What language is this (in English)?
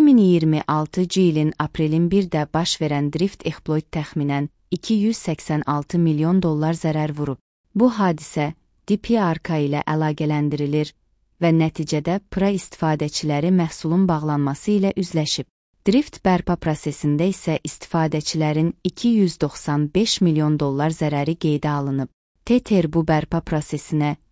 Azerbaijani